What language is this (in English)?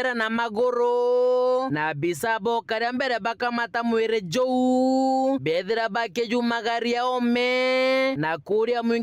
Meru